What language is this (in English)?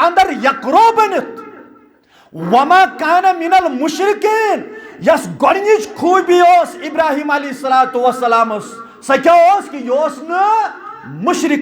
Kashmiri